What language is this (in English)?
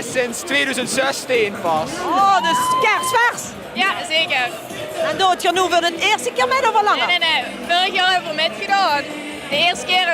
Limburgish